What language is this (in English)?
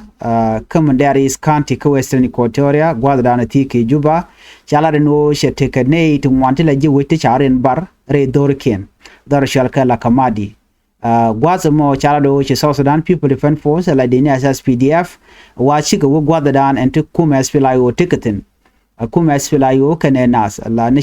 Nuer